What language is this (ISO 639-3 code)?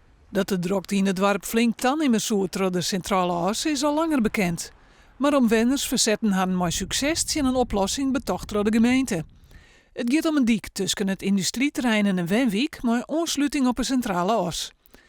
fry